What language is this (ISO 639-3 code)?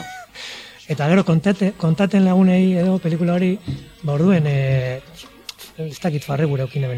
eus